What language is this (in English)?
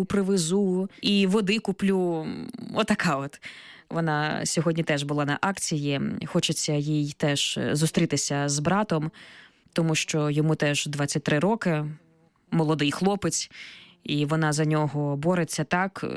Ukrainian